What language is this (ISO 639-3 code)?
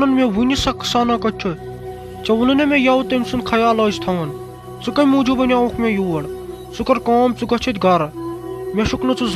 kas